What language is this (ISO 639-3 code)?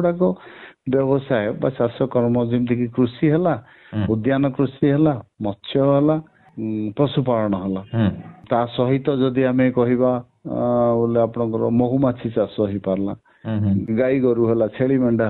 ori